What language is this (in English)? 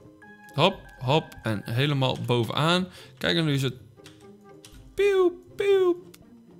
Dutch